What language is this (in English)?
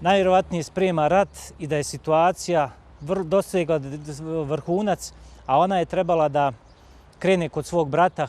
Bosnian